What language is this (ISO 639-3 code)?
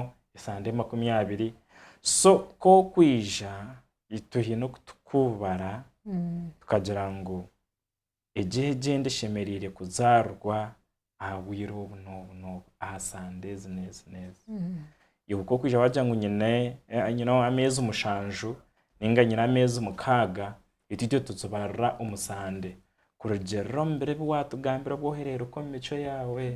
nyn